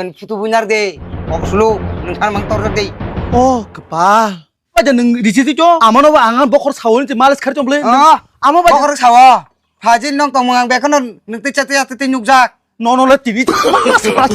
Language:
Kok Borok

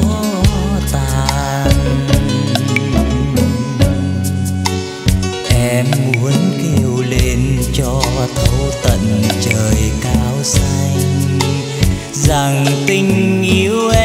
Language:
Vietnamese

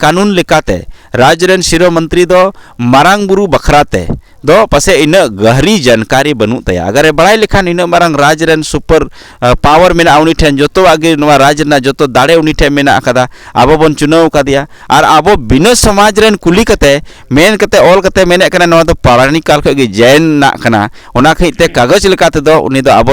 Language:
Santali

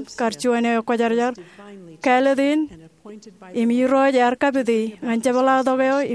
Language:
Marshallese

